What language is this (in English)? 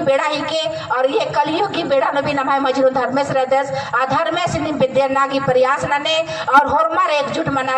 Kurukh